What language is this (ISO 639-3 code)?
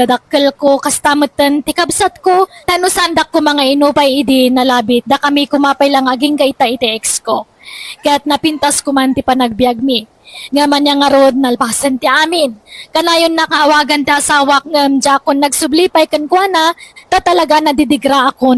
ilo